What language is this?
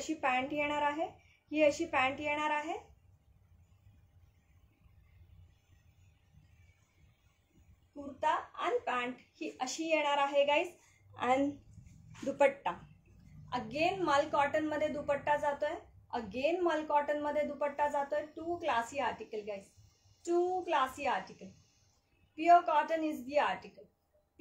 Marathi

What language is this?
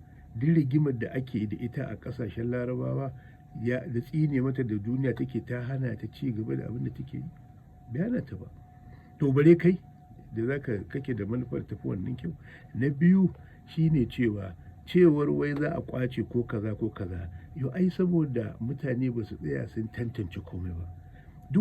Hausa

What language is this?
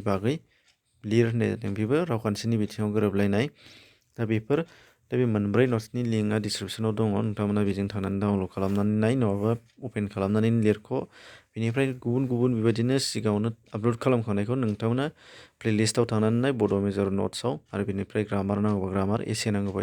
Bodo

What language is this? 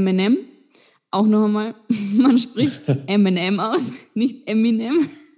German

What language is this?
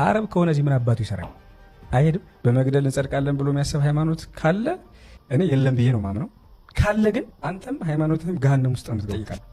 Amharic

